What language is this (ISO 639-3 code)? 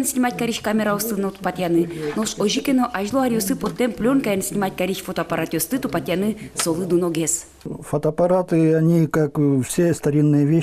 udm